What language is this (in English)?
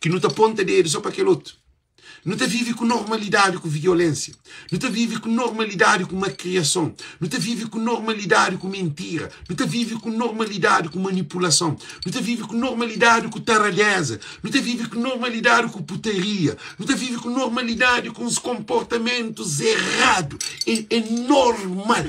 Kabuverdianu